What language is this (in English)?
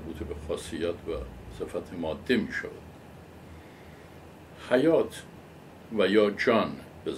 Persian